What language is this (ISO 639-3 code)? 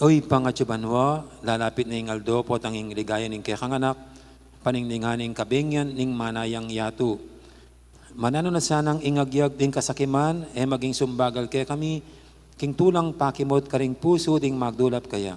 pam